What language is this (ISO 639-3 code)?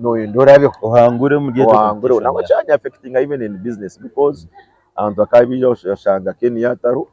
nyn